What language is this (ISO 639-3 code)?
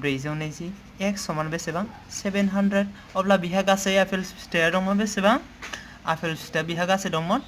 brx